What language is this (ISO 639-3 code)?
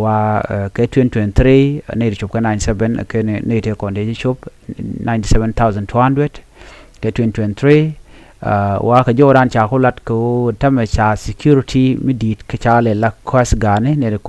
nus